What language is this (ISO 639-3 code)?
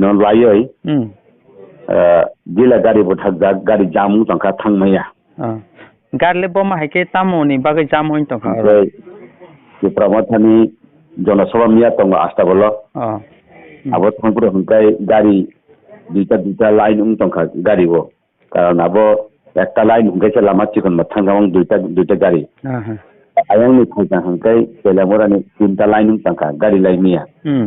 trp